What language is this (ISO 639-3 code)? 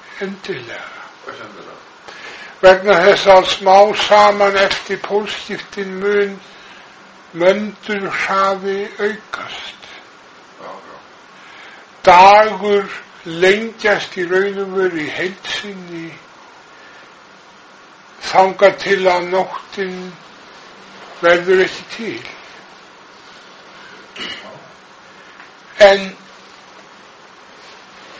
isl